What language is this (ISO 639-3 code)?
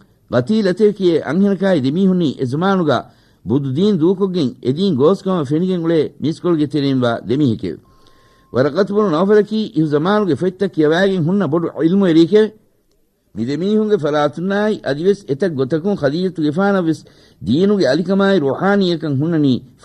div